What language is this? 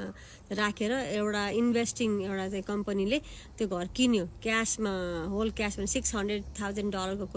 Nepali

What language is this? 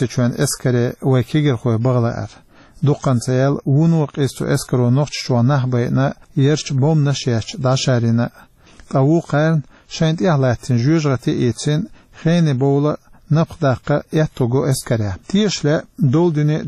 Chechen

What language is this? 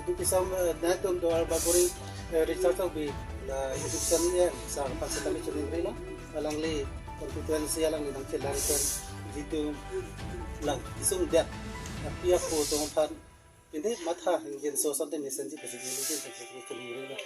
Karbi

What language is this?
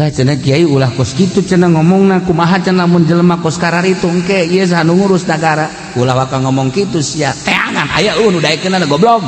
Sundanese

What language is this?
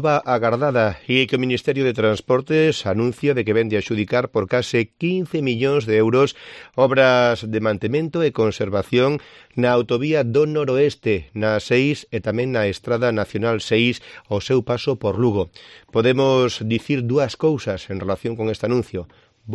Galician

